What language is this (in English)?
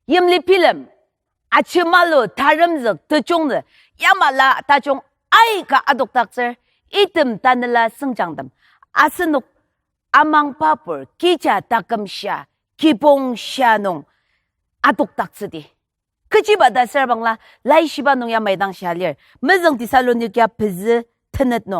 Ao Naga